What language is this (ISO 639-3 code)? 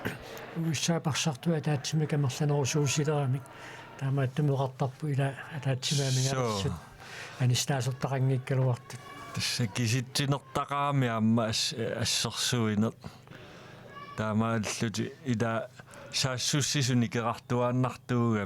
kal